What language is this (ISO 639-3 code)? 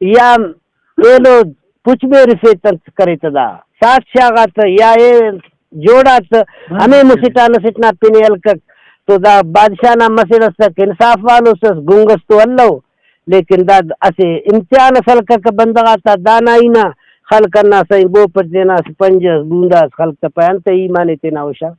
brh